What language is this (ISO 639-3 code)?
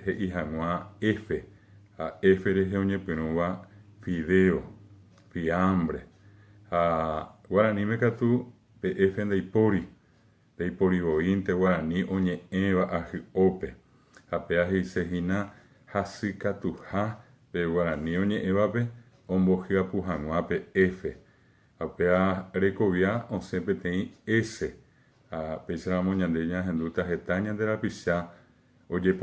grn